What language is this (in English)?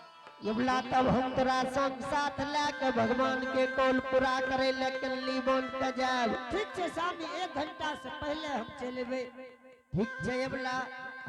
Angika